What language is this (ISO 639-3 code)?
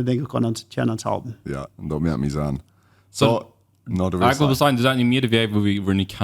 pdt